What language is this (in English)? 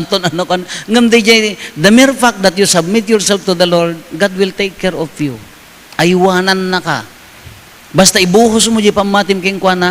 Iloko